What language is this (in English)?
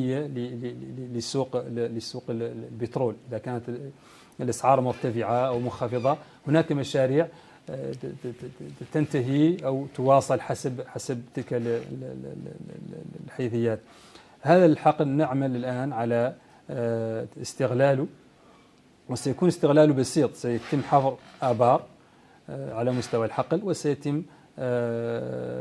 Arabic